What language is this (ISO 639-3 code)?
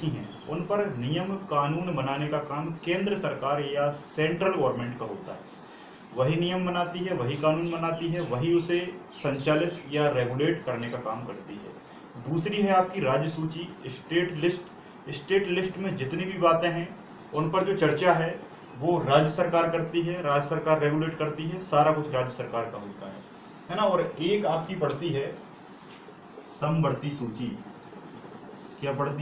hin